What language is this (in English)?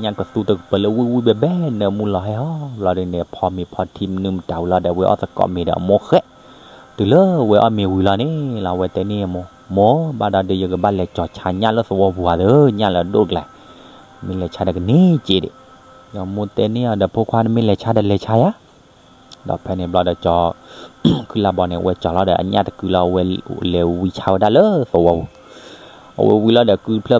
S'gaw Karen